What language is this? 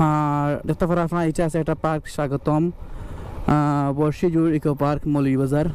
Sylheti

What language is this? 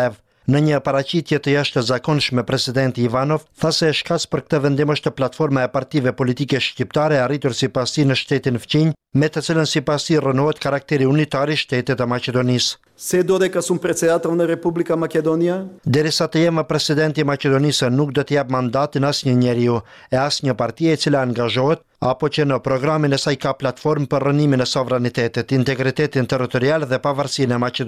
Albanian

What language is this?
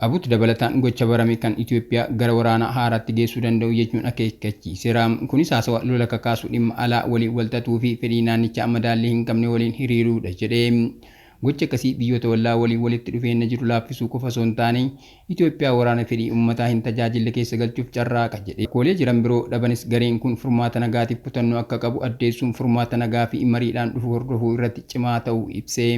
Oromo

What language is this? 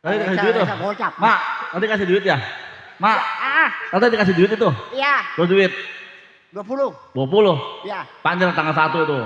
Betawi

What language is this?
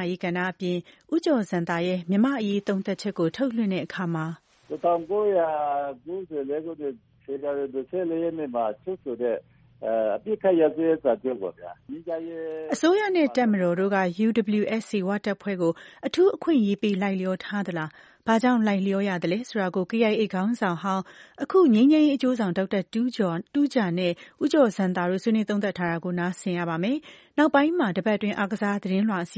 Burmese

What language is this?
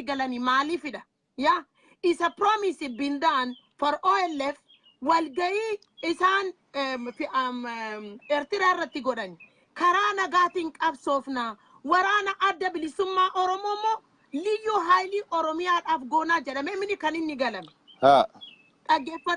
Oromo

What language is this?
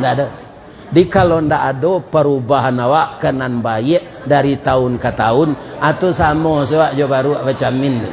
Minangkabau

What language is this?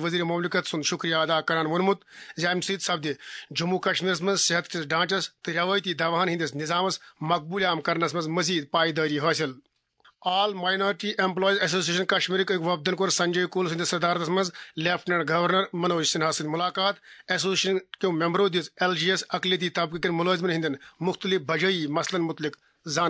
Kashmiri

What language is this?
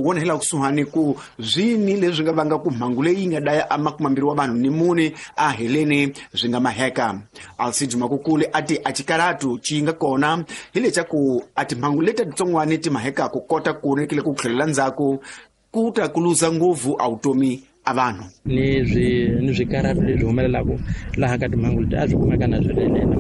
Tsonga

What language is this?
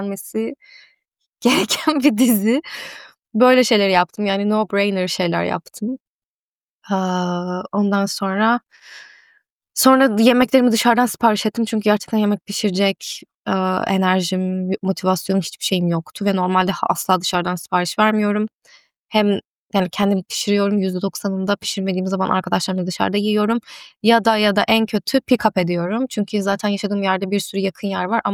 Turkish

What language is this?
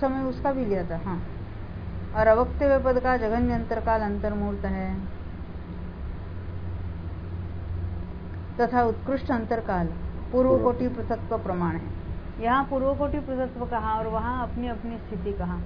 Hindi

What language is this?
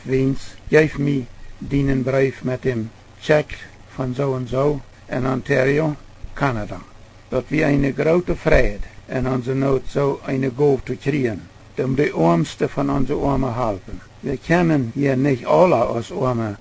Plautdietsch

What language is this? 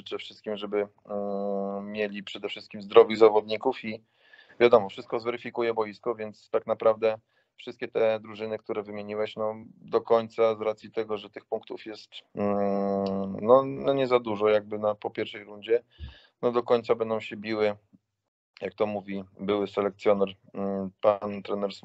Polish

